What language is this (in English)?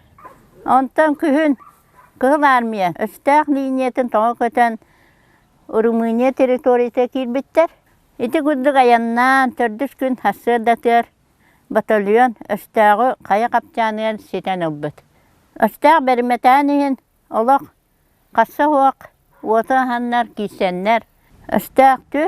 Yakut